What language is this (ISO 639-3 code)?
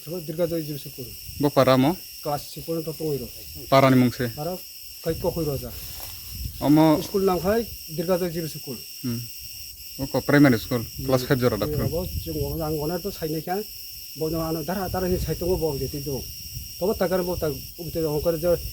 trp